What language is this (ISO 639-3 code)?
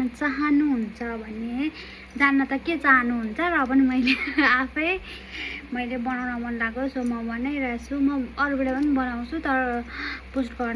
nep